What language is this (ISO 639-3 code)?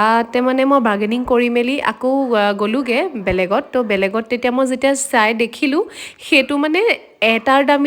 asm